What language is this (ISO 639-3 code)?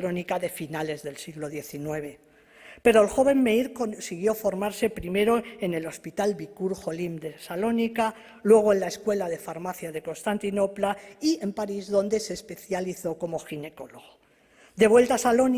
lad